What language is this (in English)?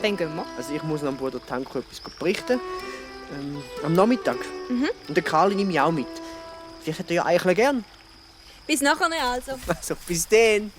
Swiss German